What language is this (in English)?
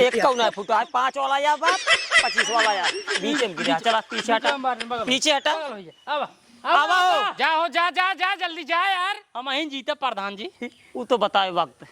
Awadhi